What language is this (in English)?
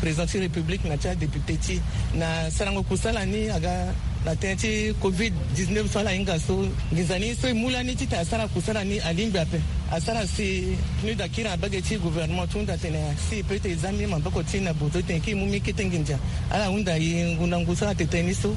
Sango